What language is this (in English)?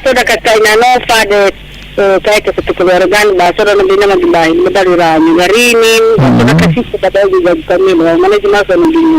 Nias